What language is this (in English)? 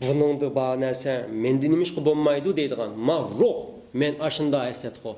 Uyghur